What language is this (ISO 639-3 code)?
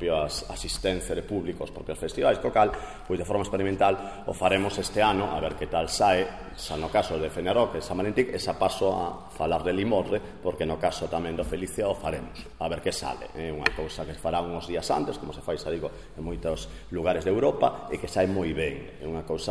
glg